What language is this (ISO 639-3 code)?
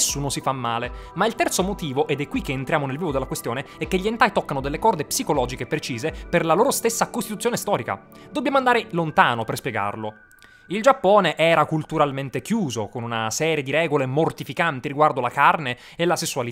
ita